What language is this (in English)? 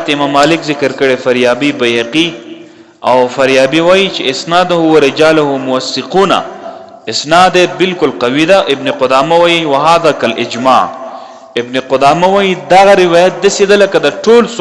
Pashto